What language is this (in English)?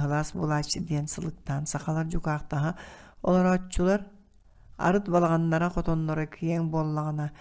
Yakut